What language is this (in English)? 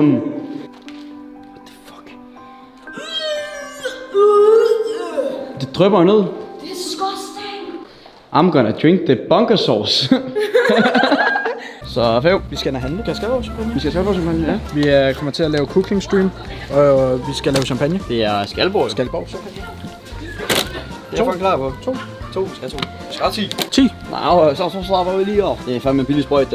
Danish